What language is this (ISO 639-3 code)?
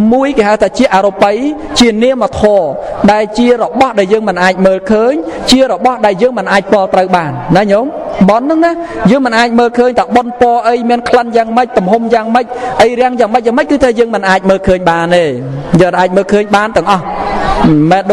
khm